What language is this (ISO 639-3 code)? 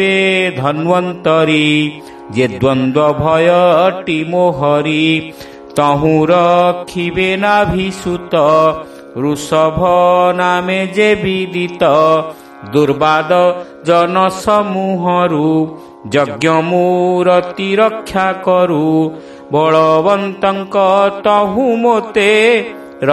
ori